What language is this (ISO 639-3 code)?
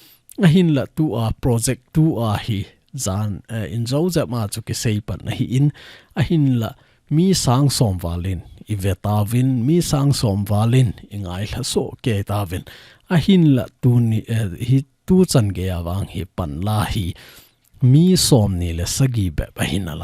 tcz